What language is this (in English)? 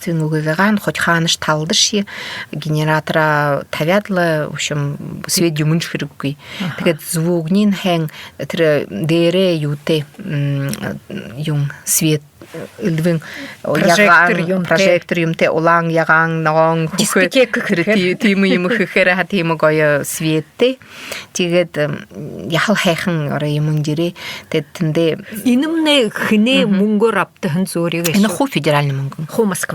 Buriat